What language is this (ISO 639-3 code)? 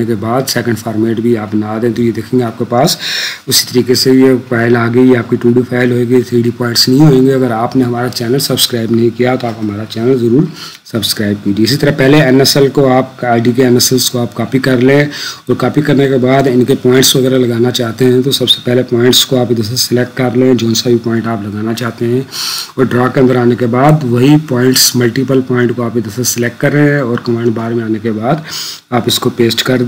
hin